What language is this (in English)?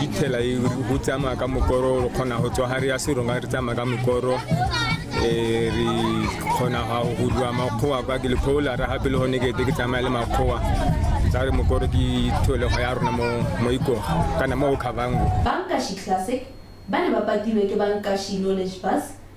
Tswana